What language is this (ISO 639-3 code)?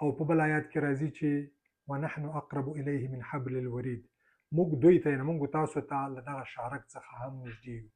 pus